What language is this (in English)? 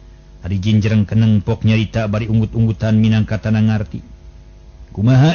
Sundanese